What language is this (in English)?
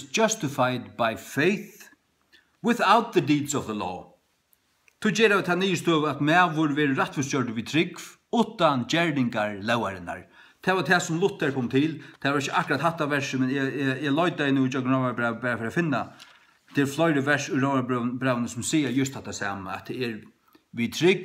Faroese